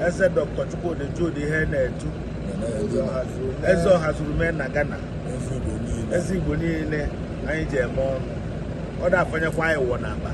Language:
Igbo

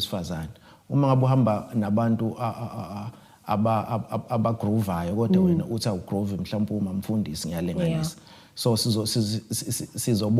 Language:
Zulu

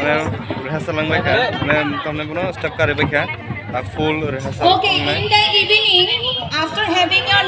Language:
Kok Borok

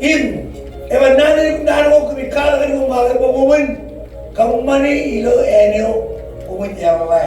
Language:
Marshallese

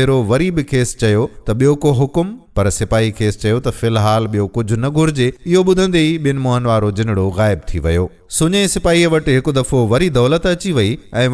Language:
Sindhi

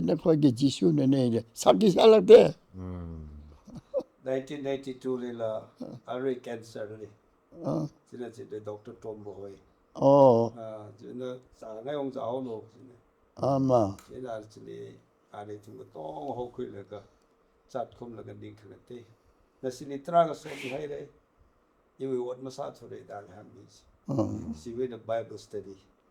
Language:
Tangkhul Naga (India)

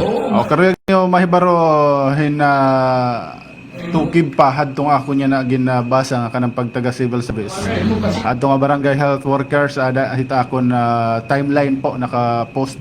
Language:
Waray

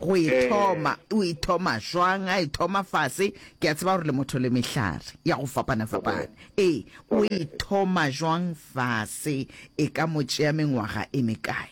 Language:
Northern Sotho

